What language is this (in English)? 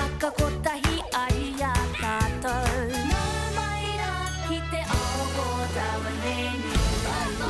Māori